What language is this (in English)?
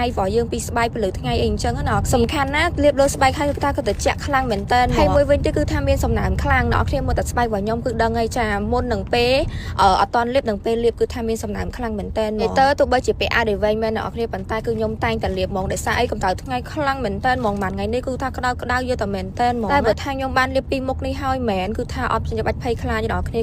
Khmer